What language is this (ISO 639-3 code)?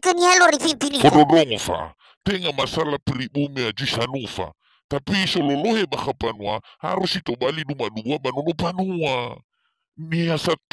nia